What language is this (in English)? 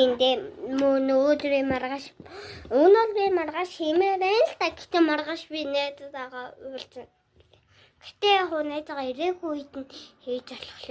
Mongolian